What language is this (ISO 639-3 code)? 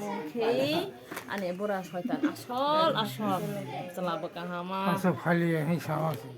trp